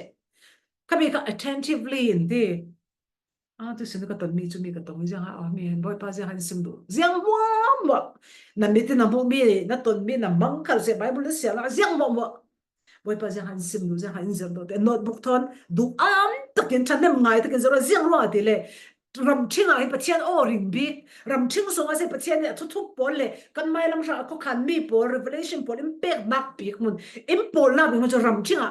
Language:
Falam Chin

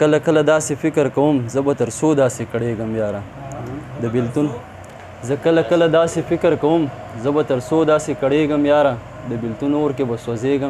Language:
Pashto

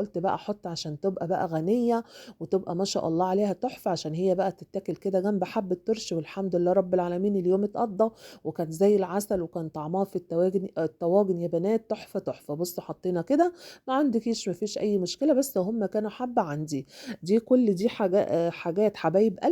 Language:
Egyptian Arabic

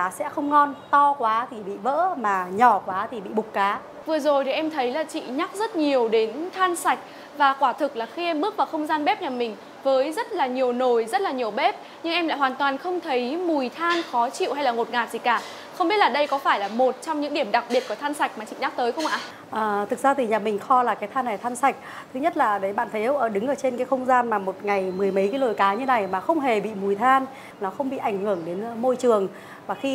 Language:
Vietnamese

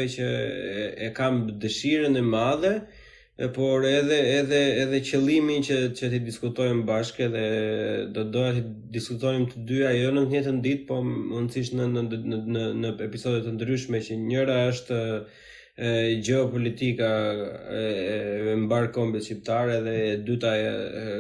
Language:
Albanian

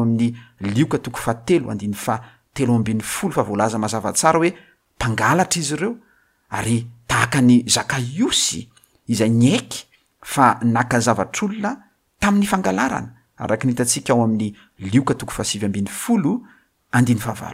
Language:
Malagasy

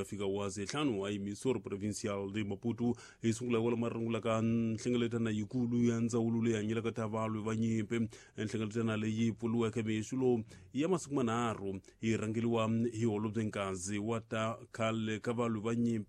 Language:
Tsonga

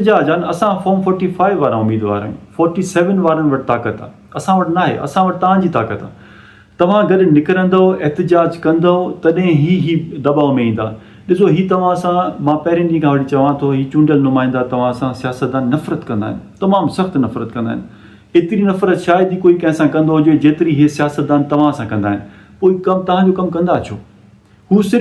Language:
Sindhi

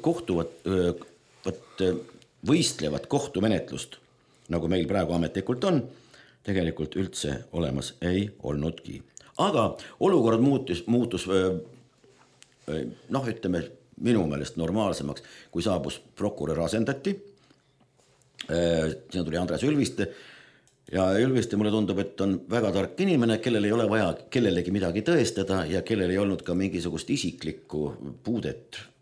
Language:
Estonian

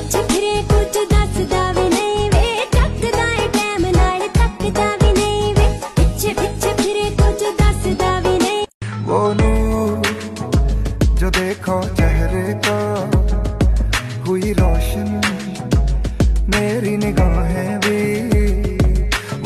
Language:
Punjabi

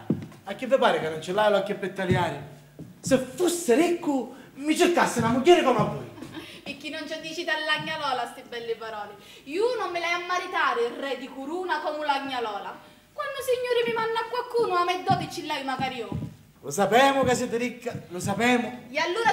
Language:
Sicilian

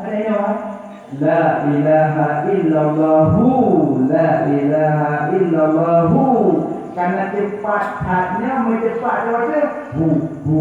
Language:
Achinese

